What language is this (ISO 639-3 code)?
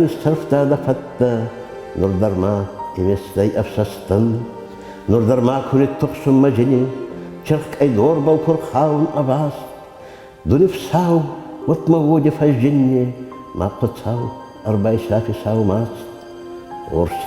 oss